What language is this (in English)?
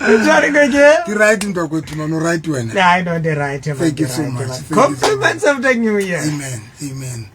Southern Sotho